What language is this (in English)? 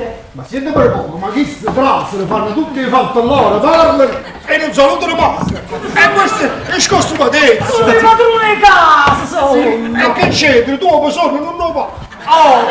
Neapolitan